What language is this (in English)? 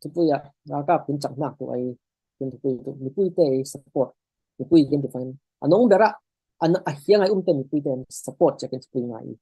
Falam Chin